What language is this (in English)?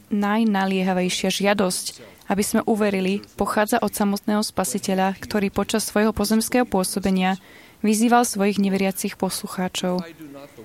Slovak